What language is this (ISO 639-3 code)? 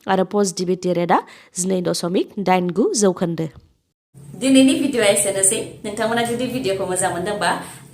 brx